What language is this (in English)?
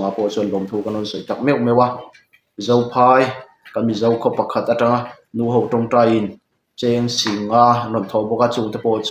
Mizo